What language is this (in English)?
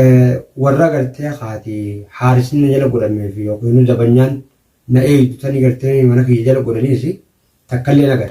Oromo